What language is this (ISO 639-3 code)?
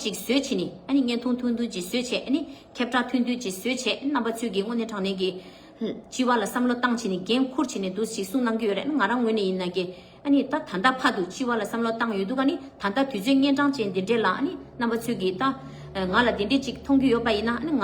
bod